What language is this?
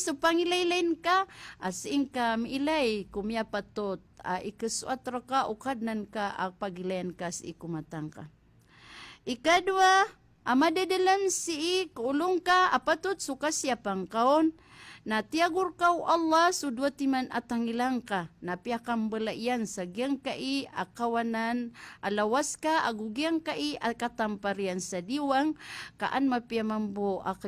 Maranao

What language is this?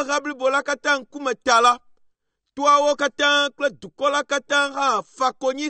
Ewe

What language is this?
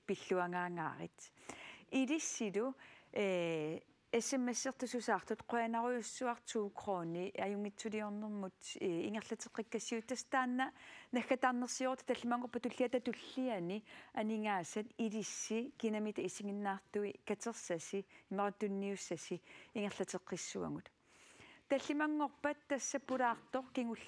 Kalaallisut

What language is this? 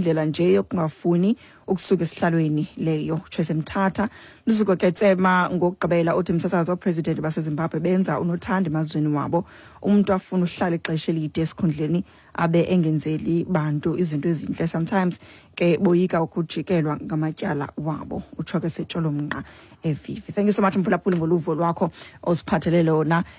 Xhosa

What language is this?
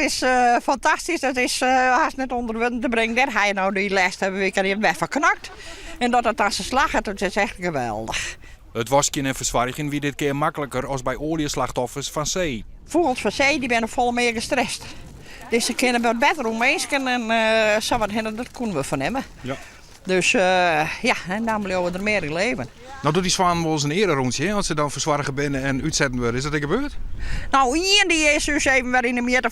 Western Frisian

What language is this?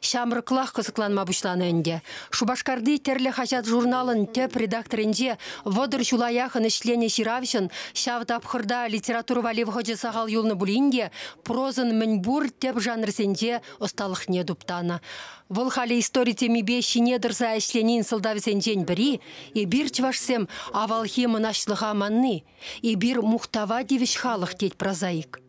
Chuvash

